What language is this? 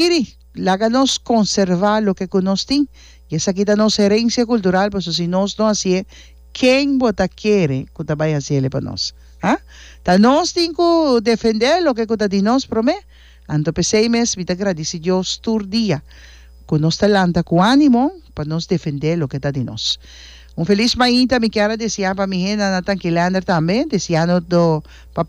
Papiamento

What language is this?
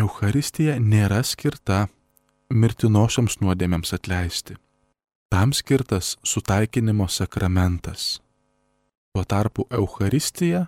Lithuanian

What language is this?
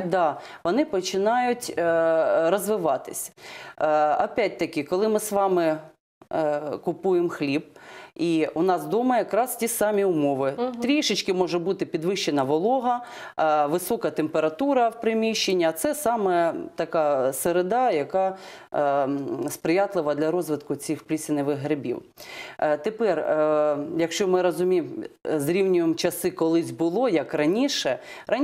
Ukrainian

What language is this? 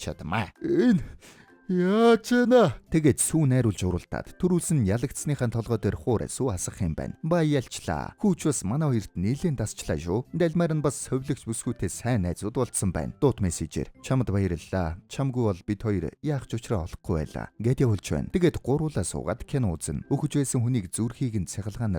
Mongolian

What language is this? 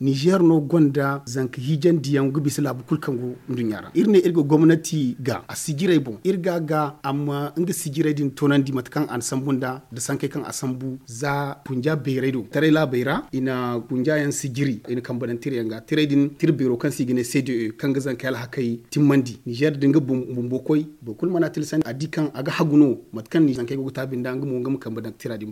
Zarma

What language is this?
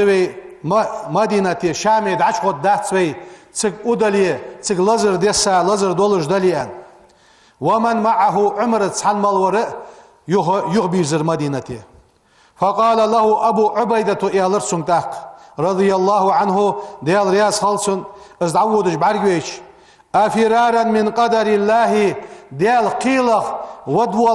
Ingush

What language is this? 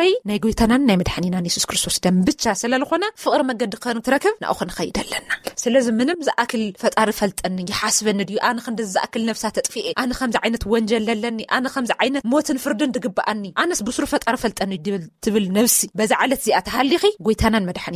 Tigrinya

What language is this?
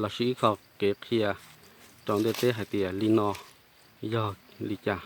Hmong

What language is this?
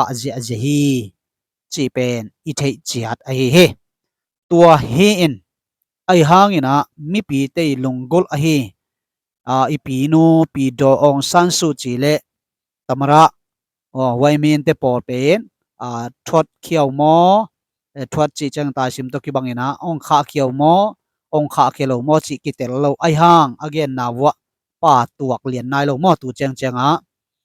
Tedim Chin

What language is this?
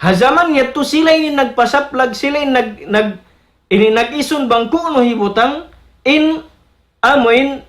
Tausug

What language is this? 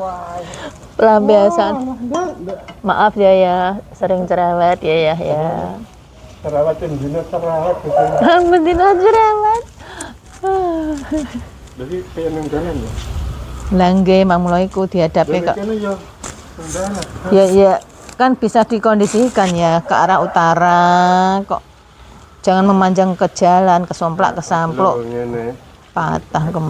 Indonesian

